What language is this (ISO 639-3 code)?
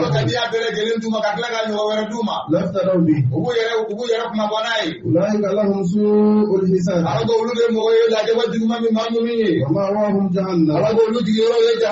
bam